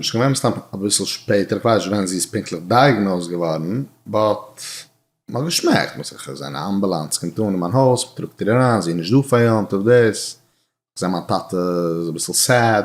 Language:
Yiddish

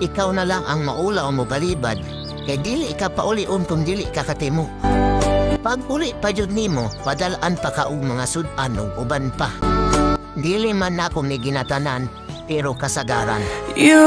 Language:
Cebuano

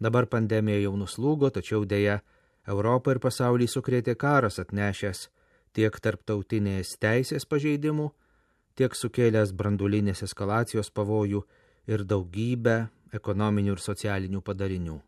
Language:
Lithuanian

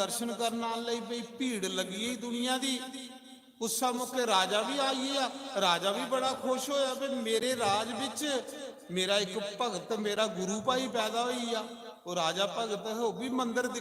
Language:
Dogri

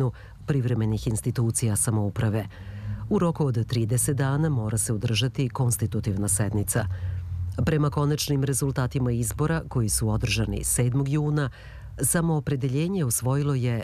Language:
Serbian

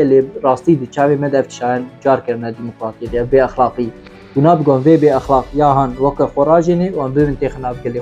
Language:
Kurdish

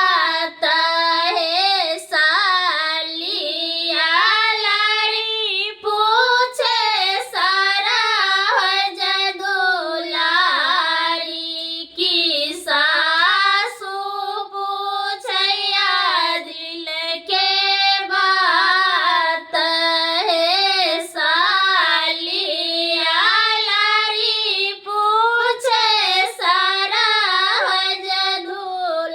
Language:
Maithili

